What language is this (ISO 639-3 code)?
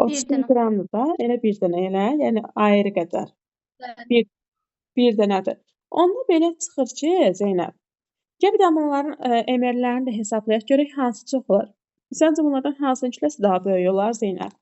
aze